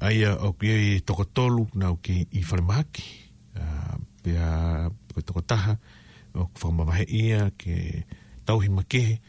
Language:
Tongan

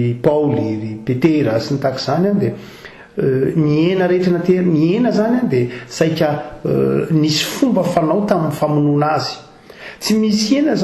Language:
Malagasy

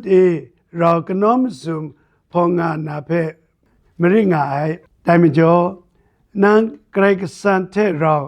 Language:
Kachin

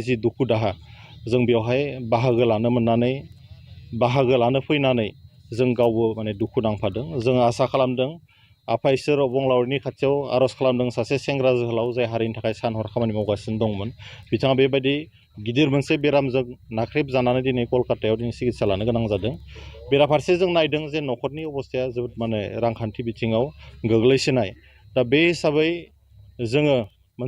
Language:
Bodo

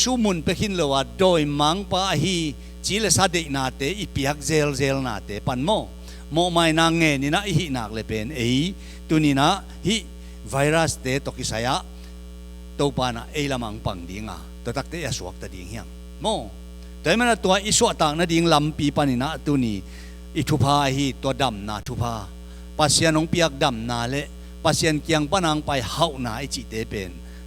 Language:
Tedim Chin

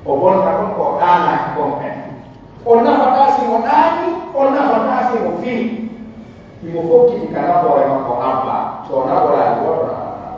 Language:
Pular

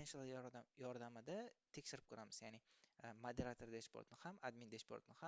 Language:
Uzbek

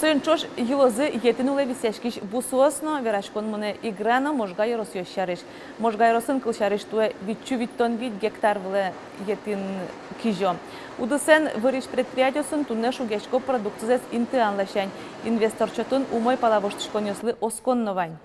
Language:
Udmurt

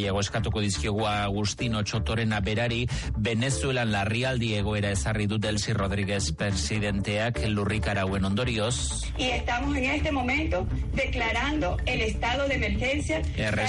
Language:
Basque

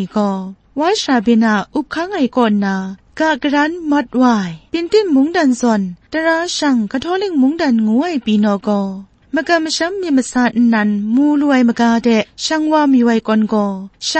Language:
Kachin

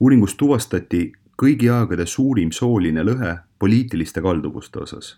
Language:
Estonian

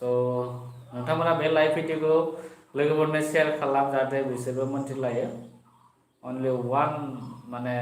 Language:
Bodo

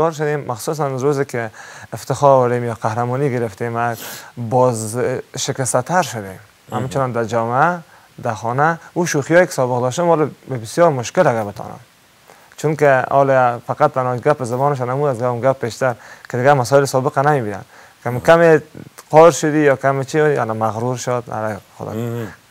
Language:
Persian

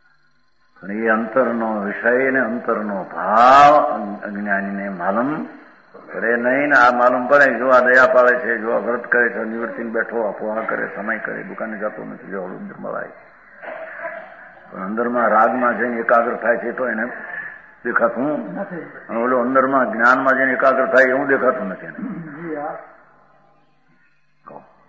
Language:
Gujarati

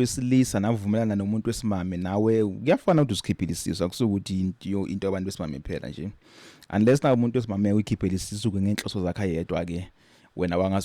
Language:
Zulu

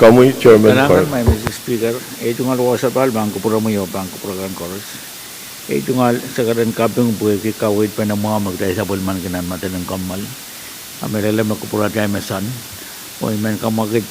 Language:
Pohnpeian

